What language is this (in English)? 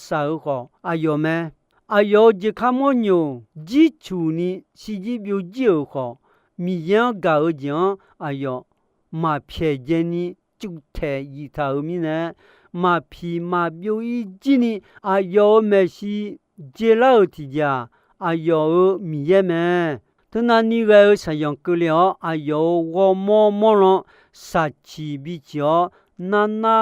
Akha